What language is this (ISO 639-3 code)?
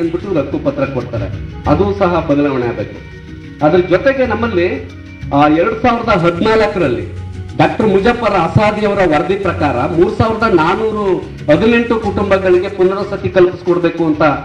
kan